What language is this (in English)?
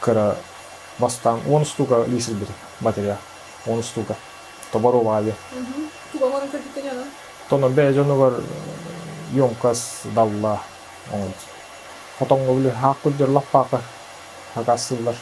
Yakut